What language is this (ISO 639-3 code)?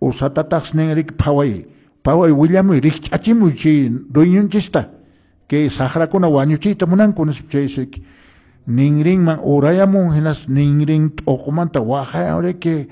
que